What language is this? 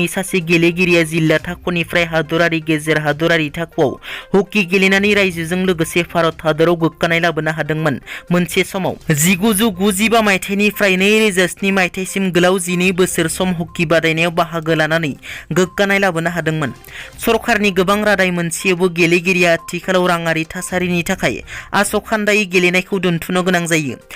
Bodo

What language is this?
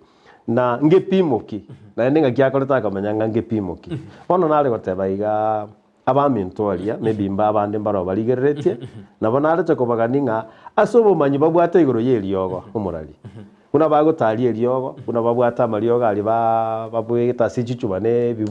Gusii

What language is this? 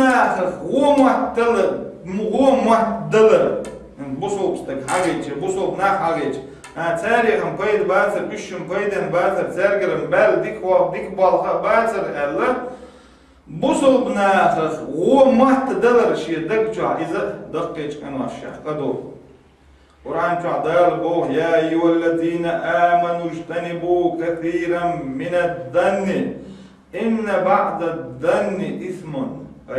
Chechen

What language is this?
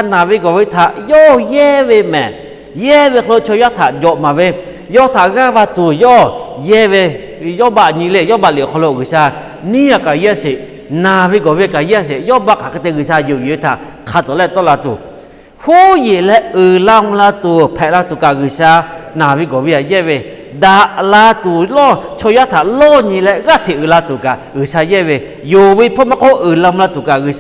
Lahu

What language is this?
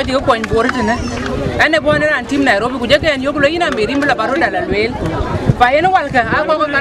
Dinka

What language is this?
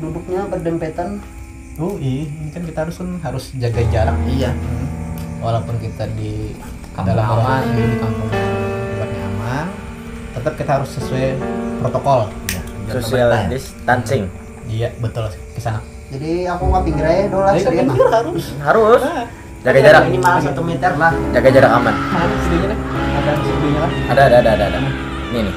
Banjar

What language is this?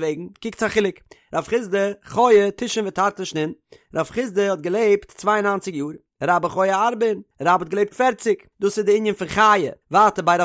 Yiddish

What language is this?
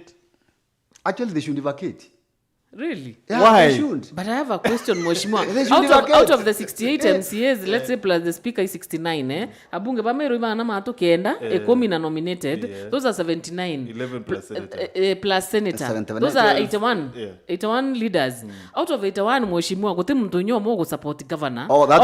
Meru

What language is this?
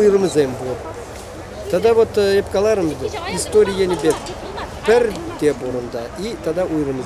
Chuvash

